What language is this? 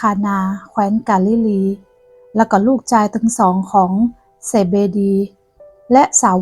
Northern Thai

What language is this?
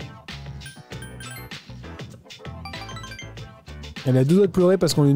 French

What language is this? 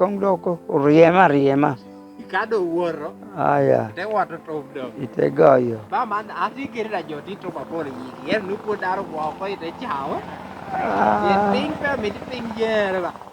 Lango (Uganda)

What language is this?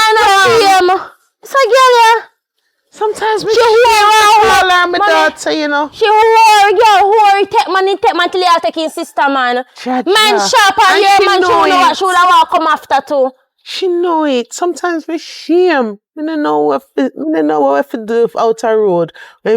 Jamaican Creole English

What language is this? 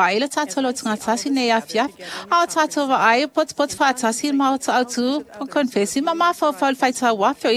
Samoan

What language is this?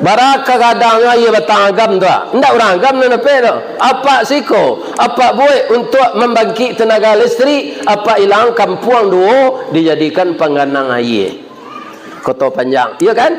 Minangkabau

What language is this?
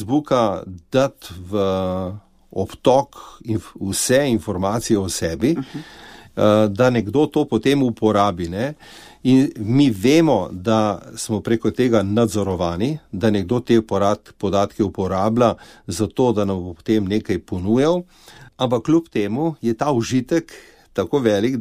Slovenian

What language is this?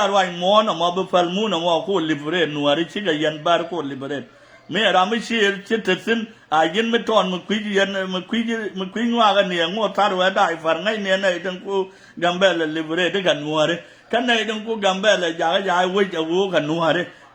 Nuer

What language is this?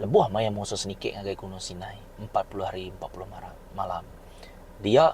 Iban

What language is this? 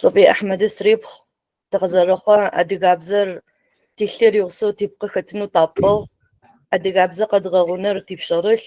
Adyghe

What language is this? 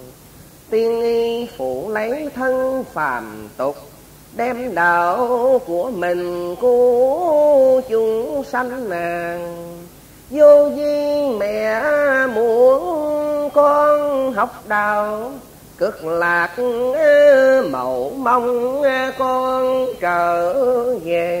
Vietnamese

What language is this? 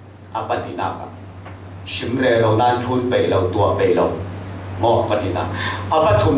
Falam Chin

